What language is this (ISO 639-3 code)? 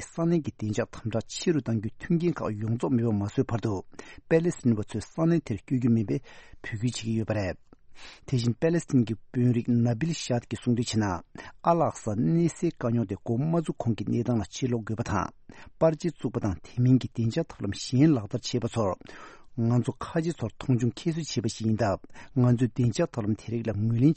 bod